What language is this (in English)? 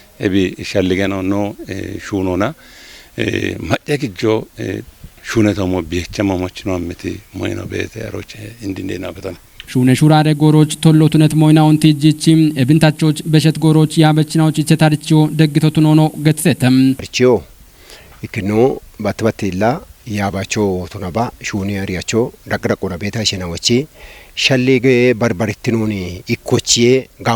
Kafa